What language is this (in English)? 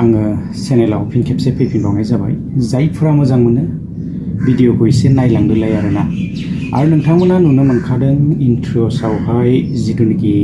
Bodo